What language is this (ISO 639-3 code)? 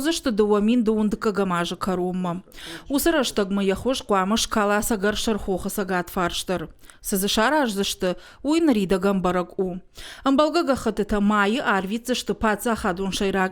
oss